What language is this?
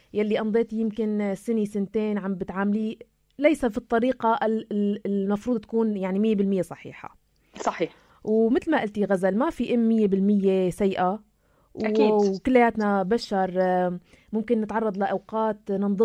North Levantine Arabic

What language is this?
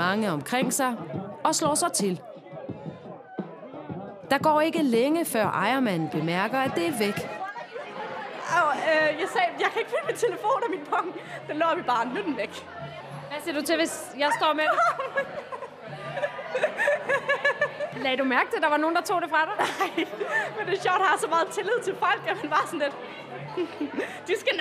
Danish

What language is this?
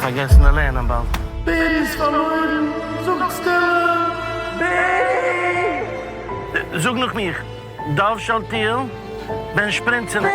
Yiddish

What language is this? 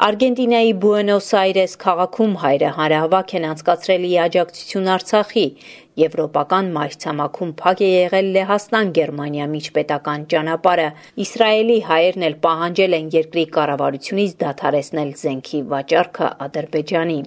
Armenian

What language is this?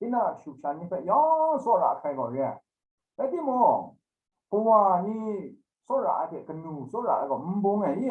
Kachin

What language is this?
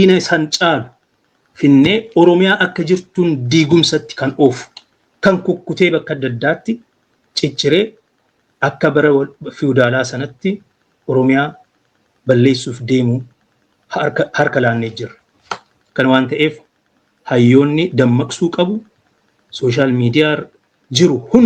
Oromo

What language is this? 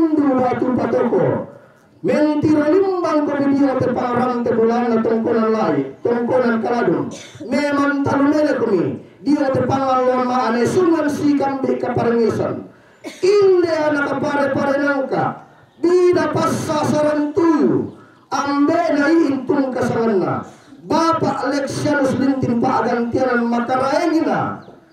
Toraja-Sa'dan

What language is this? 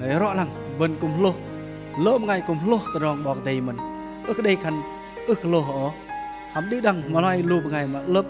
Bahnar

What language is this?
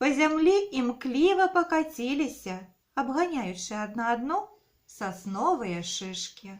Belarusian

